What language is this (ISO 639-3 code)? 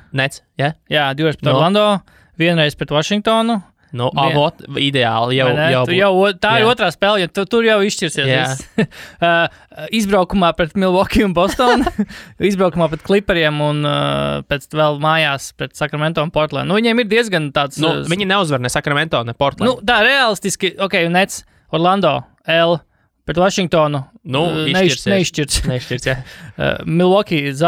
lav